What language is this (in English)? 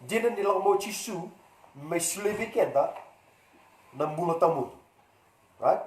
Fijian